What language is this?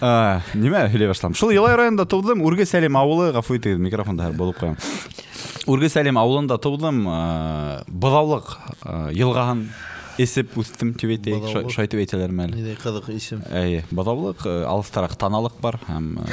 Bashkir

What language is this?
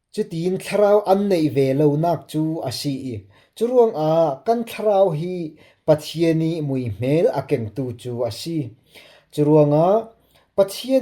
Falam Chin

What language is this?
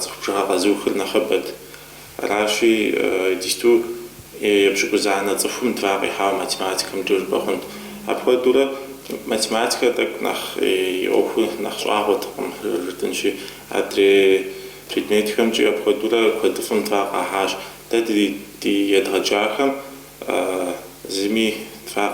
Kabardian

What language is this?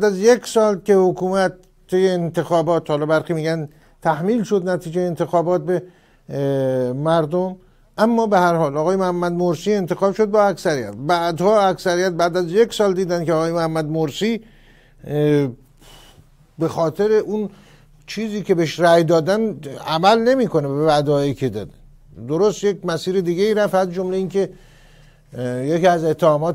Persian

